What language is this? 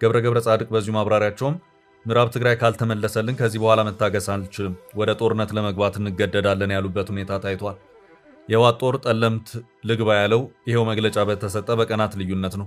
Amharic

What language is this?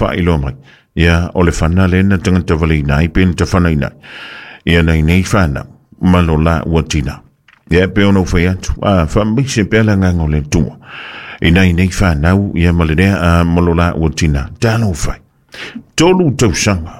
Samoan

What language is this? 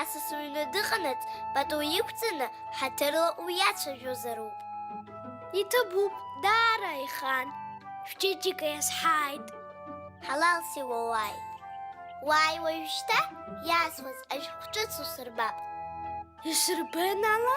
Abkhazian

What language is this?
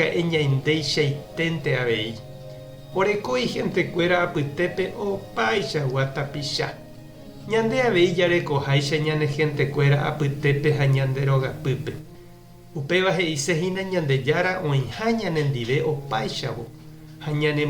Guarani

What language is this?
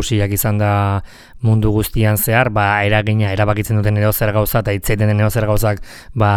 Basque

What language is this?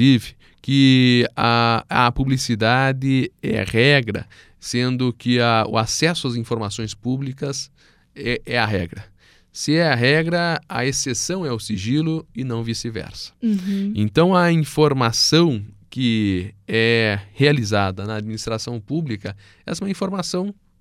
Portuguese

